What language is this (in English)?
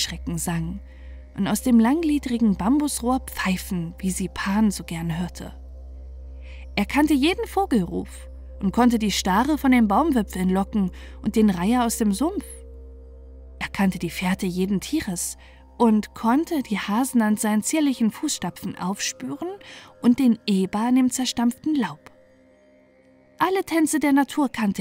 German